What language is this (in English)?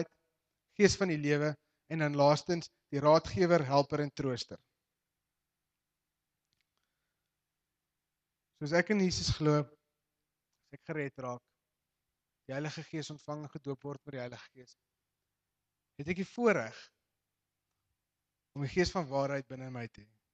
Afrikaans